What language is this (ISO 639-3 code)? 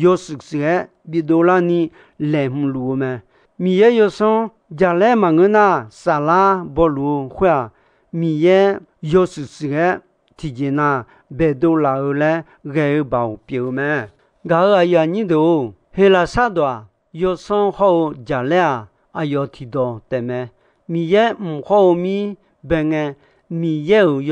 ahk